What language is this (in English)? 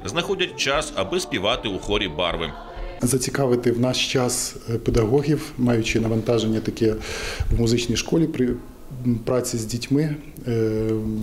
Ukrainian